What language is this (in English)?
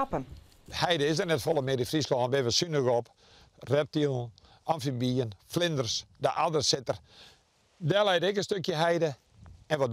Western Frisian